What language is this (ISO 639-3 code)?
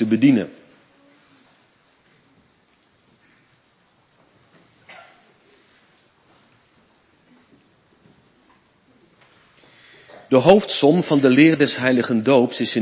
nld